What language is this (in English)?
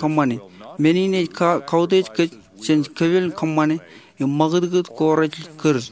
Marshallese